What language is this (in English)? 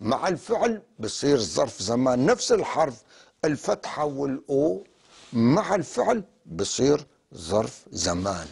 North Levantine Arabic